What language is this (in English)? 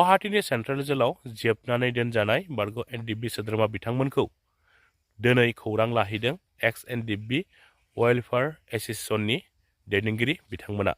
Bodo